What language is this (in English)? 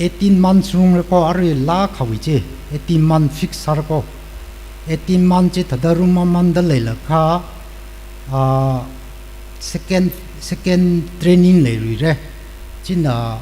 Tangkhul Naga (India)